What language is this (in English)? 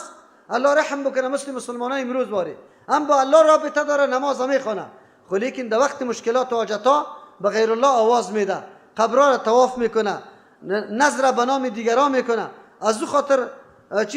Persian